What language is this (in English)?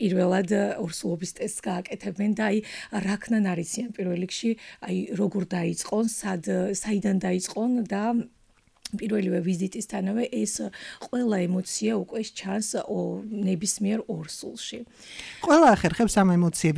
Georgian